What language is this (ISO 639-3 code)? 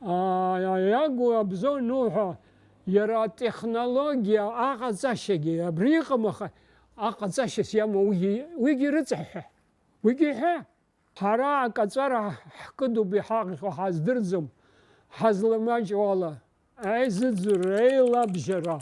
abk